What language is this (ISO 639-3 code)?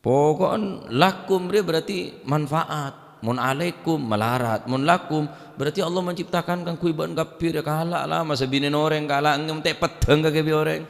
mad